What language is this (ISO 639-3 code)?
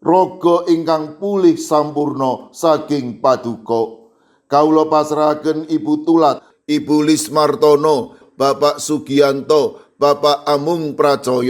jav